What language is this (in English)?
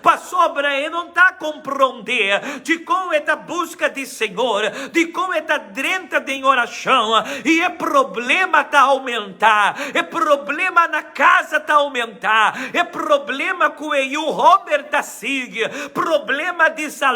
Papiamento